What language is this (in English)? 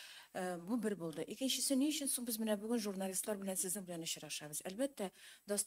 Tatar